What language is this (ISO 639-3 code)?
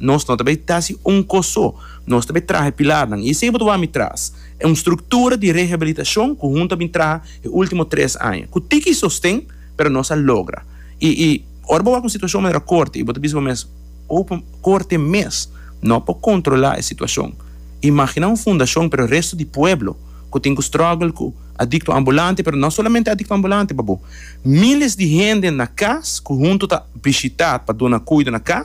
pap